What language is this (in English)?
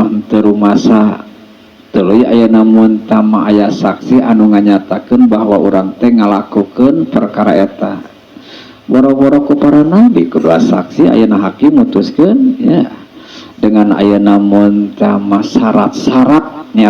Sundanese